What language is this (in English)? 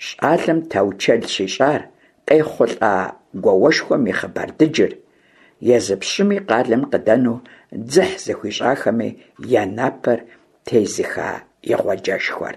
Kabardian